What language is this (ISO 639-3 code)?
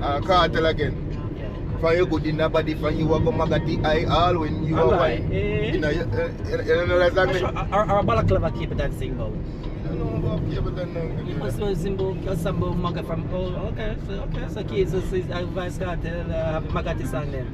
jam